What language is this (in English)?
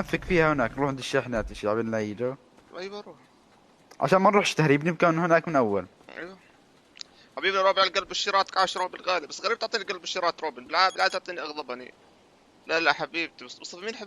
North Levantine Arabic